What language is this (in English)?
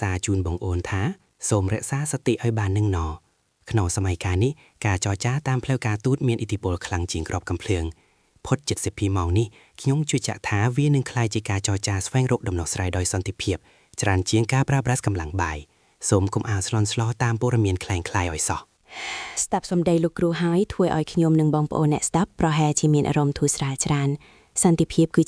Khmer